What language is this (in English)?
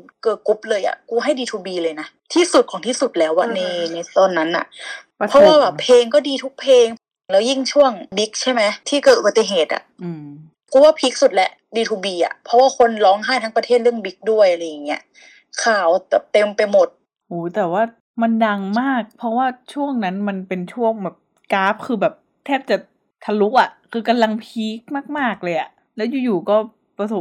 Thai